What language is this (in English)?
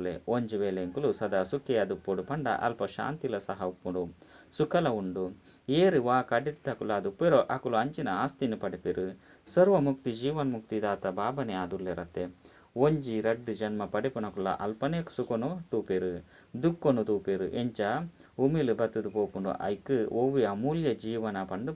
Tulu